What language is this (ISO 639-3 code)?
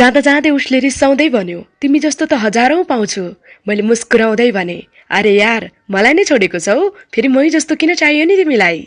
nep